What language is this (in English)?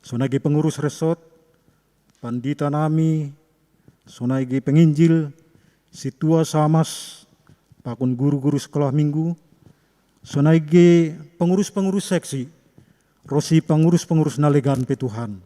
Batak Simalungun